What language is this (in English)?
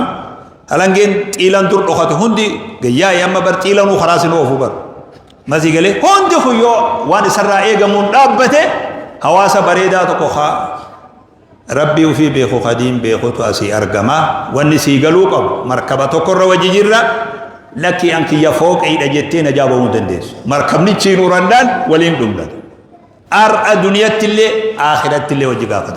Oromo